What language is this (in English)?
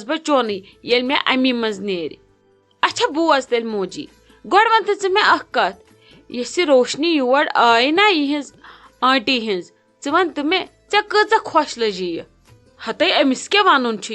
Kashmiri